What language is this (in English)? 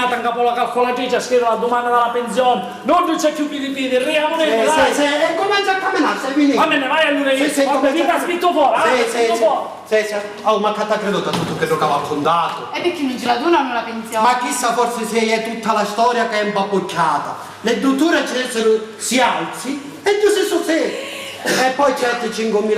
Sicilian